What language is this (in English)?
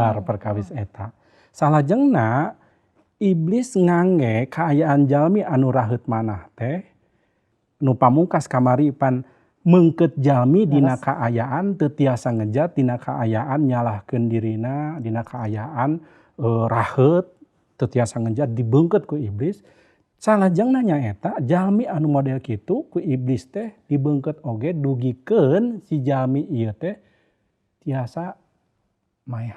Sundanese